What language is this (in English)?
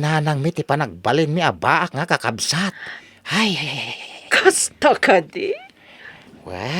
Iloko